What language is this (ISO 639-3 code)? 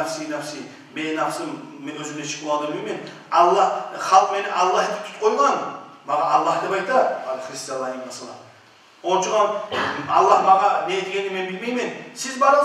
kum